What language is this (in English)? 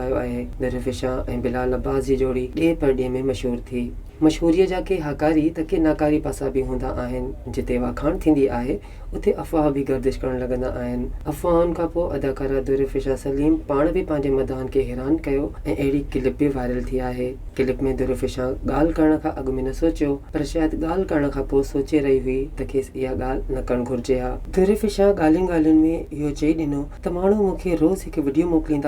Sindhi